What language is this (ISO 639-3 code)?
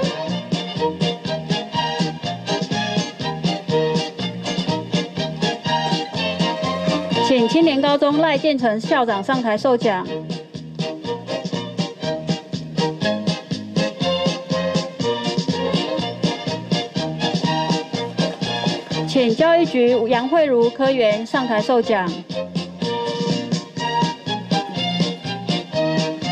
zho